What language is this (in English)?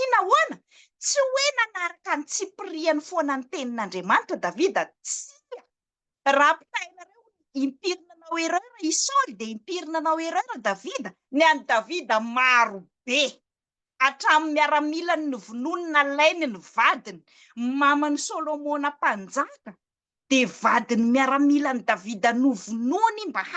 Malagasy